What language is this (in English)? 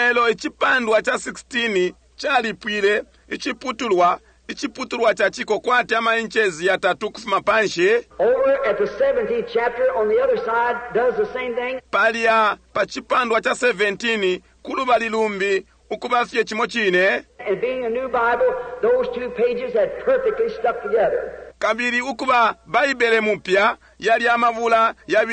Bemba